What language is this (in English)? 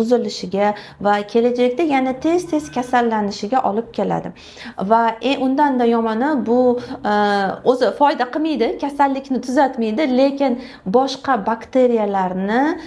Uzbek